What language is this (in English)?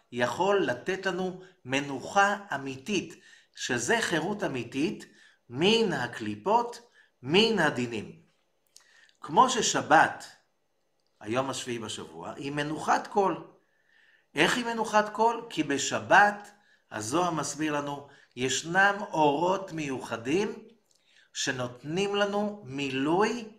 Hebrew